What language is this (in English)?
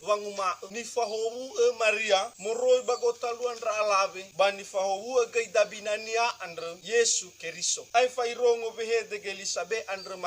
Nias